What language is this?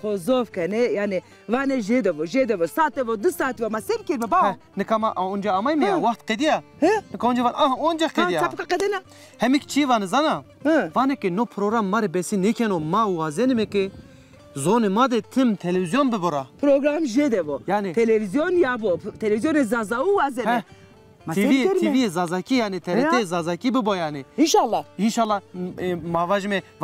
Zaza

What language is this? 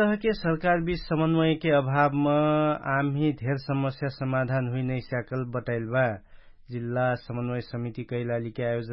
Dangaura Tharu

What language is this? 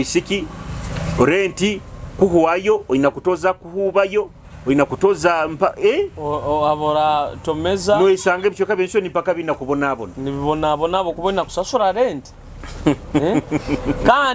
Nyoro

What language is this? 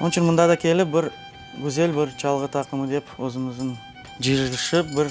Crimean Tatar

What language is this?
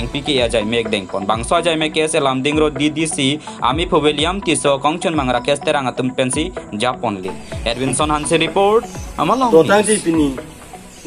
Karbi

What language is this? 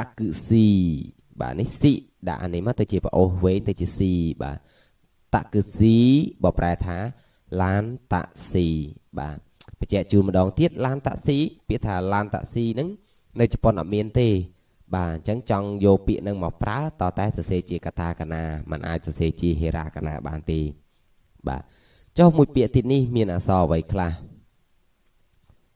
Khmer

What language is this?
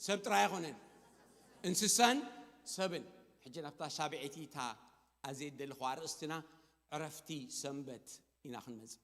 Tigrinya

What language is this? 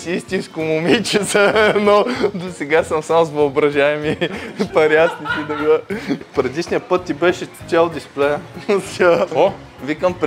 Bulgarian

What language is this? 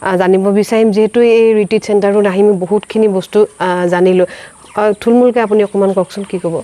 Assamese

